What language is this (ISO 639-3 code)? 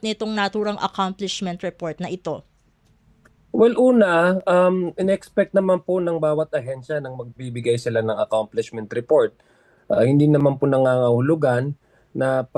fil